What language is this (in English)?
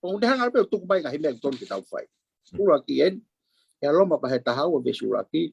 Tongan